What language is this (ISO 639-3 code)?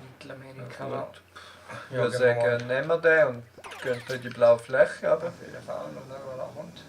gsw